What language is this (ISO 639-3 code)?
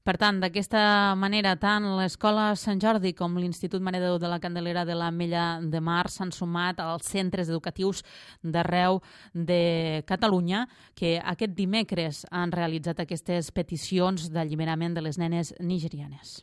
cat